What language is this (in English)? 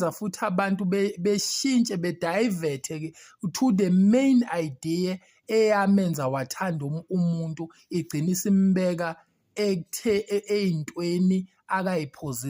Zulu